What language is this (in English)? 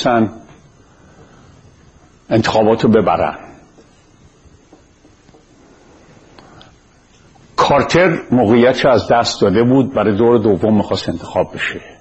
Persian